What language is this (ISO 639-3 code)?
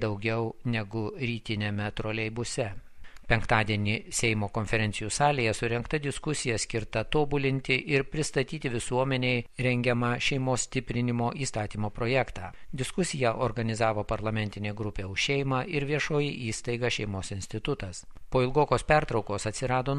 lit